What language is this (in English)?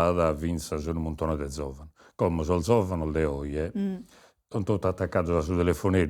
Sardinian